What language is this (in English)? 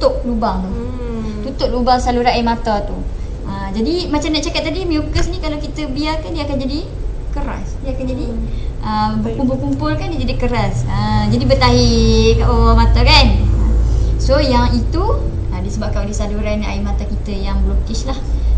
Malay